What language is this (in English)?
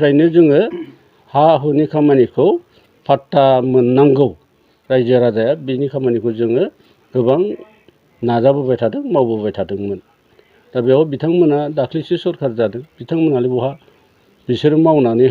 Bodo